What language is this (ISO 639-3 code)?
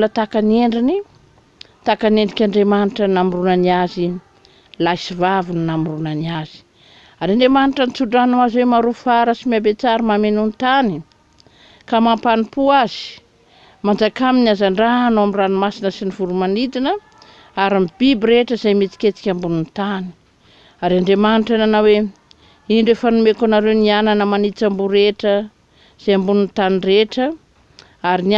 mlg